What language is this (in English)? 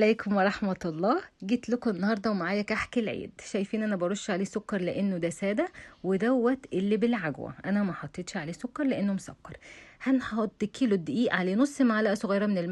Egyptian Arabic